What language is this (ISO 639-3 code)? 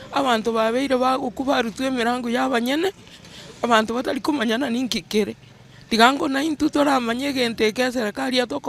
guz